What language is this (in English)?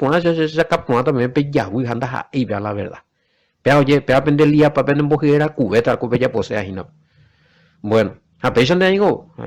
Guarani